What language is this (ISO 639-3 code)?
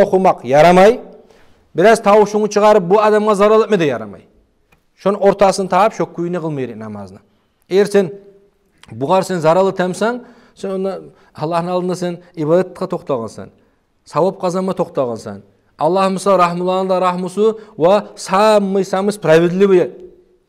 kum